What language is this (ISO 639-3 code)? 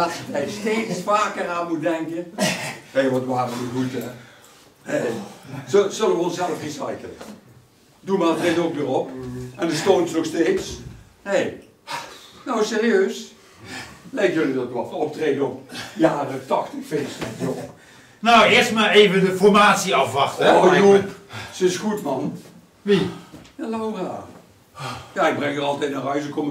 lim